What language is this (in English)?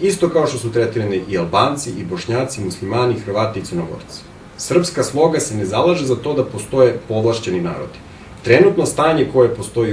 Bosnian